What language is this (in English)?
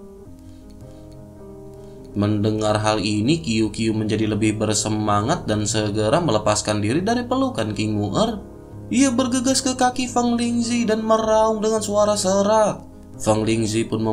Indonesian